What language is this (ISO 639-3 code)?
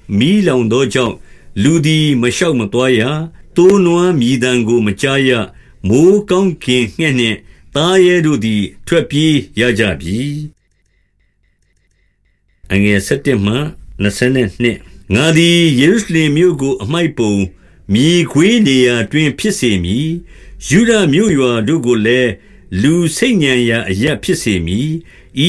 mya